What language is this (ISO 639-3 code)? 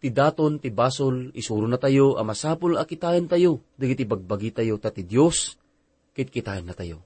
ilo